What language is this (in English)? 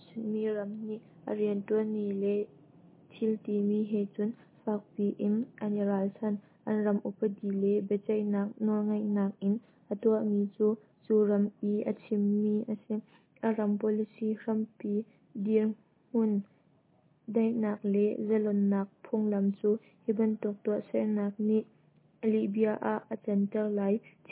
Hakha Chin